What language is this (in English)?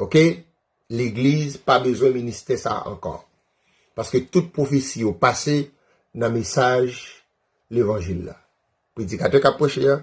Haitian Creole